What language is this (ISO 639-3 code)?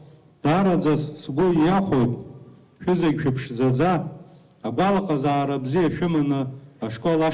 abk